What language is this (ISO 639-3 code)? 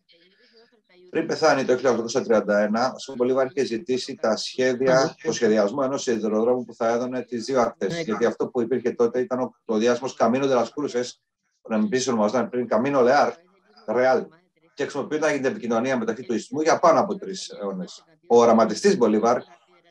ell